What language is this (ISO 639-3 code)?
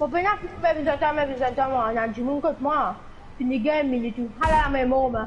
mfe